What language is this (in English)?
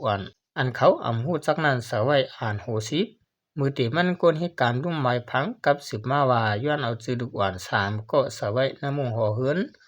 Shan